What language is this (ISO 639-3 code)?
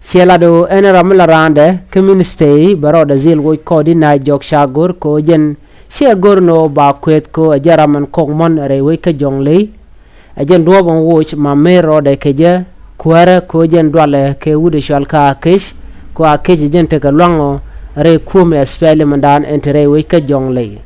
nus